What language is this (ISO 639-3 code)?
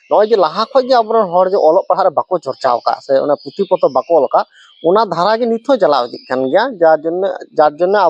sat